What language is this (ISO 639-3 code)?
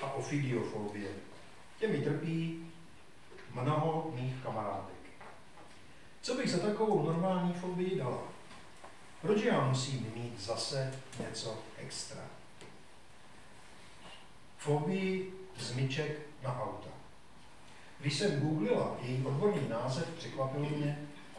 ces